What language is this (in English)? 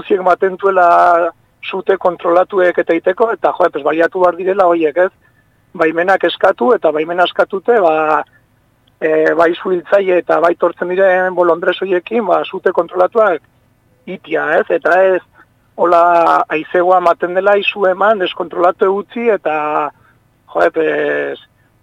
Basque